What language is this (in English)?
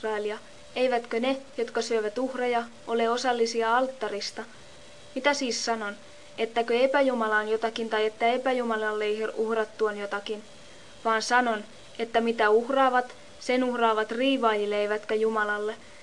Finnish